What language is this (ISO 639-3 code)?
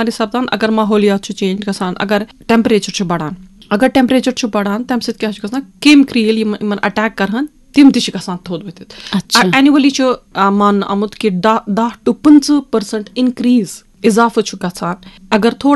kas